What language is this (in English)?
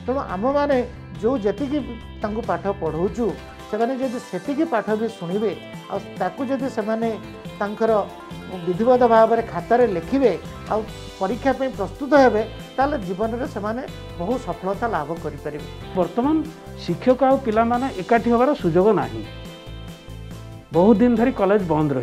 Odia